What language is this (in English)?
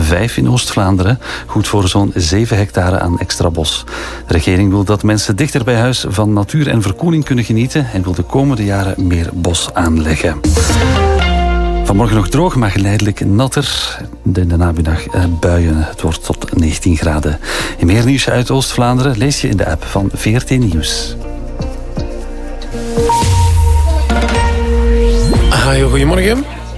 Dutch